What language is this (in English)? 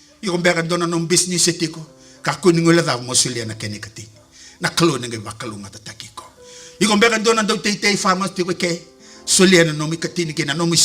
Fijian